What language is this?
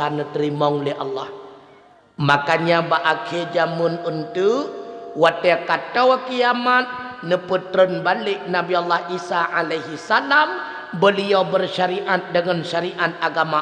Achinese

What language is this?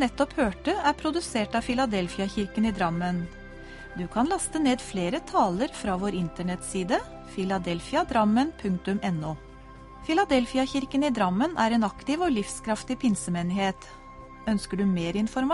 Norwegian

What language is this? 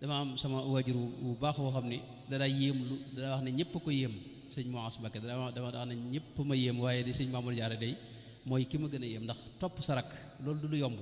Wolof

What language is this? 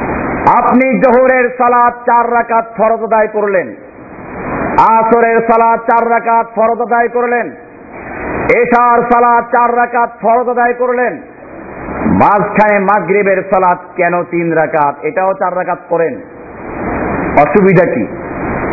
Bangla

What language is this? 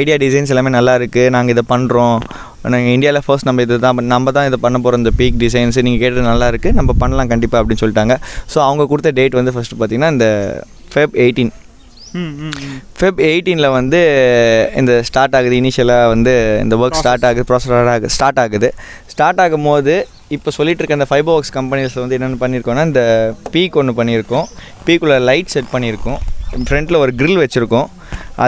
Tamil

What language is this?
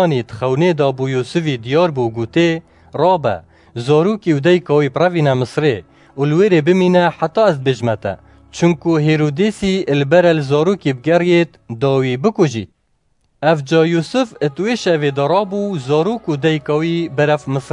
Kurdish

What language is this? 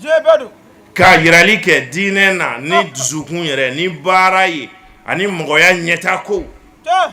Bambara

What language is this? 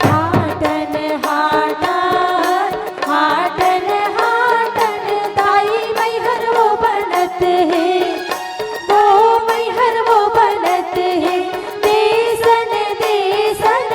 Chhattisgarhi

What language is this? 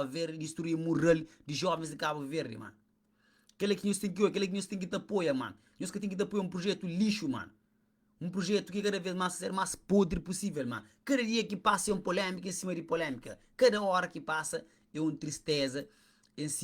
Kabuverdianu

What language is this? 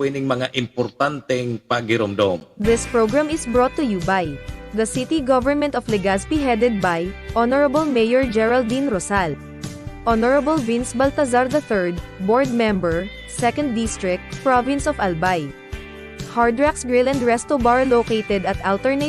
Bikol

